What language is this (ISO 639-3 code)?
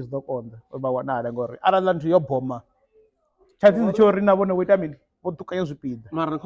ven